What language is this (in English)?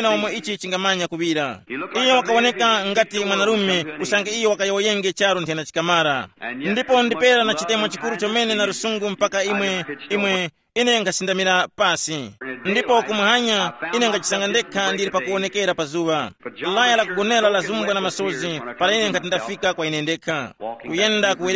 Tumbuka